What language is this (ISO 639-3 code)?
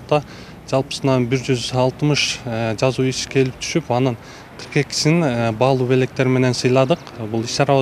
kir